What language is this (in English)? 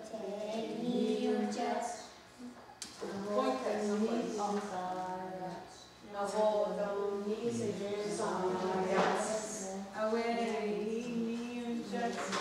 Mohawk